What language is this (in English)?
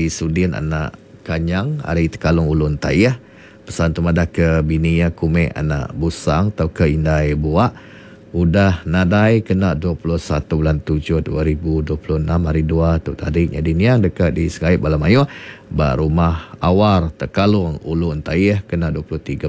Iban